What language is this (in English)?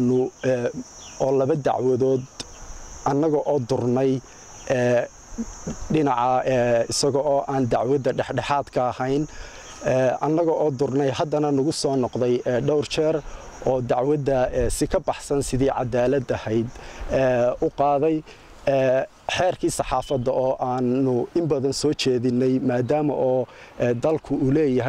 Somali